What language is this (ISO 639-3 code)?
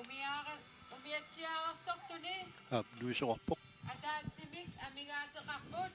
kal